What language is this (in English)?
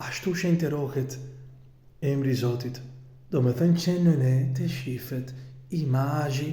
Albanian